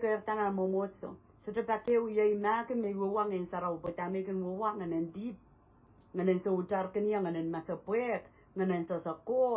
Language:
Pohnpeian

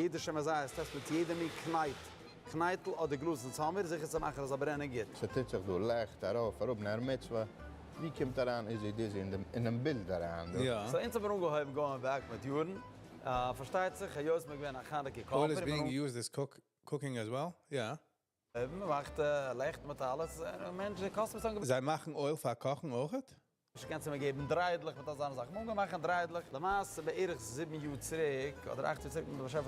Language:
Yiddish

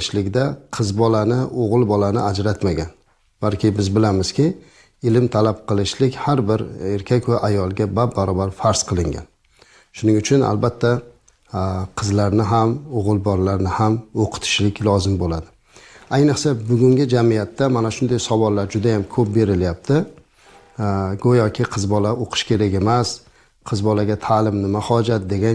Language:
Uzbek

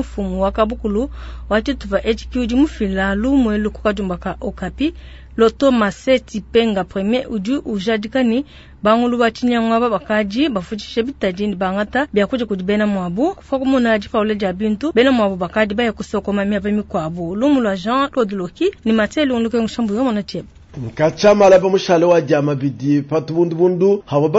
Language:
Luba-Lulua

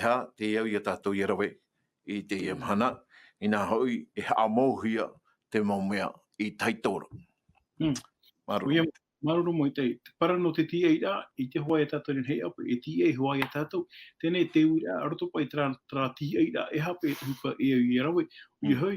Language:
Tahitian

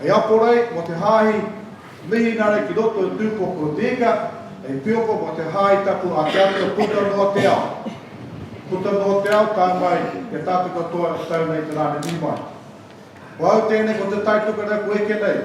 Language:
Māori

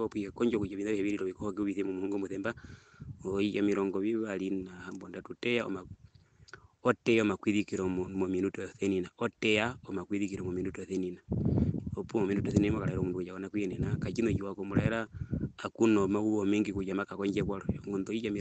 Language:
Herero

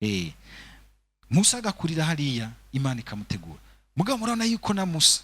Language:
Rundi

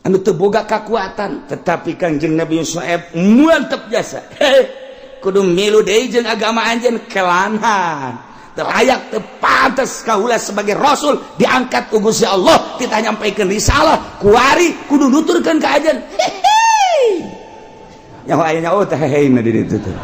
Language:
Sundanese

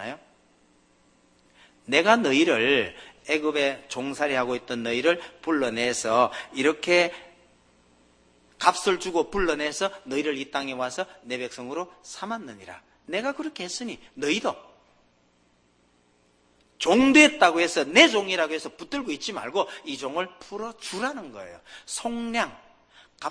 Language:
Korean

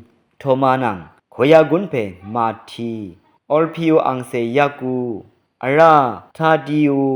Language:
Rawang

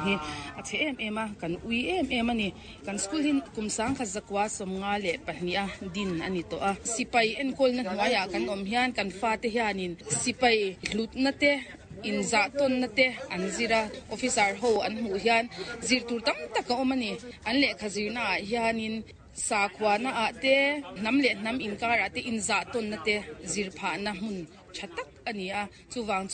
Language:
Mizo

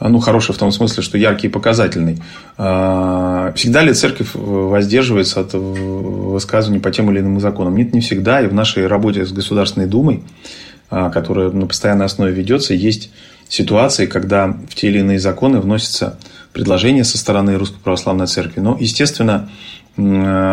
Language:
Russian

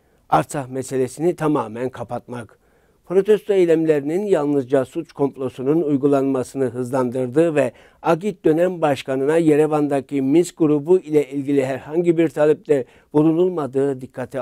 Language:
Turkish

